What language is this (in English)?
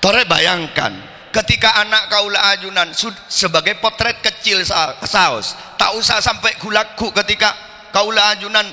Madurese